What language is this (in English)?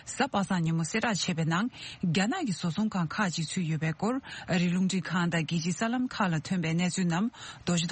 Tibetan